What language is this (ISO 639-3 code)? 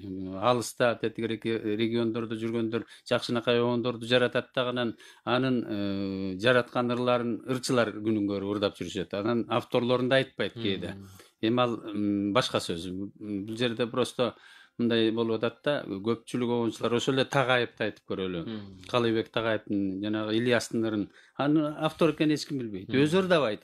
kir